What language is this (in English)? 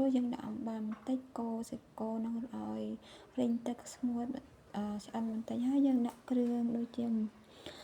Khmer